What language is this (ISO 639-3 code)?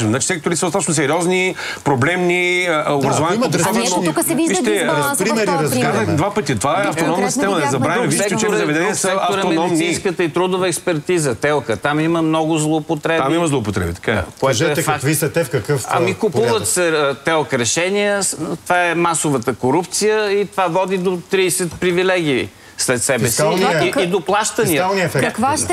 bul